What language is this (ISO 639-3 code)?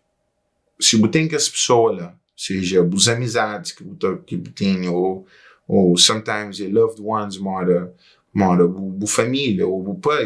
kea